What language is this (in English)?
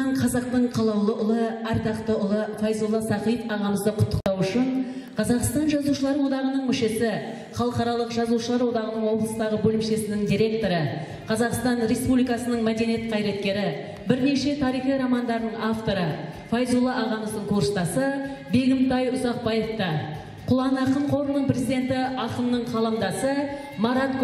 Kazakh